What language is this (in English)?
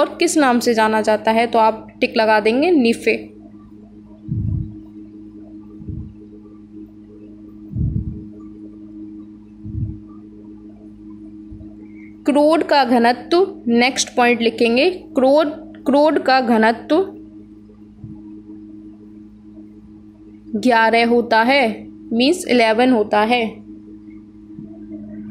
Hindi